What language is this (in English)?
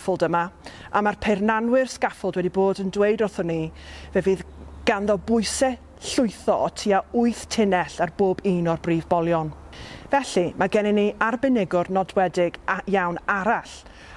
Welsh